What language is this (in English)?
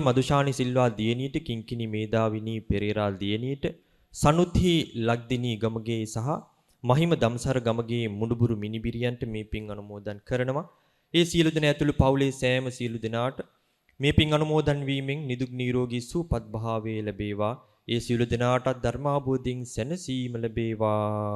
Sinhala